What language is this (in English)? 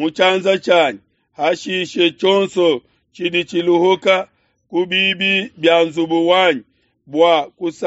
Luba-Lulua